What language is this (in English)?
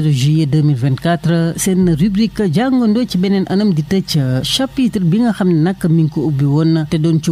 Wolof